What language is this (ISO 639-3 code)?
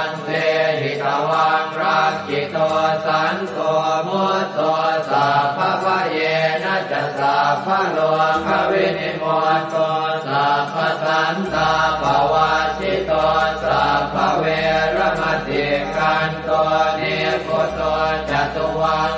pli